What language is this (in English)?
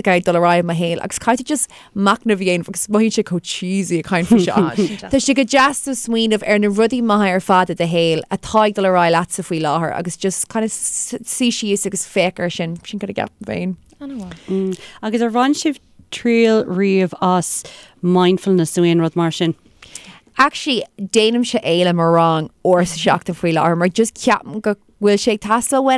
Irish